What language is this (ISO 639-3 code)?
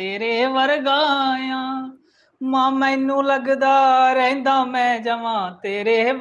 doi